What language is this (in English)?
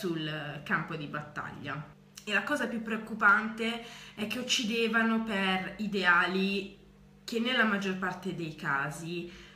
Italian